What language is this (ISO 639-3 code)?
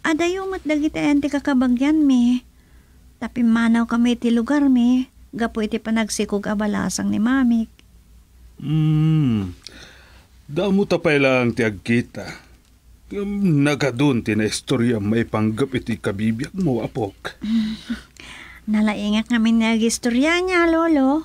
ilo